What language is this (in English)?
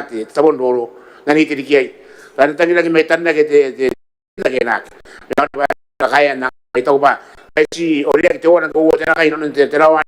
Gilbertese